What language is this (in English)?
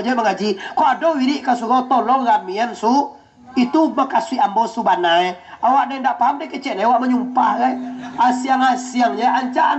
Minangkabau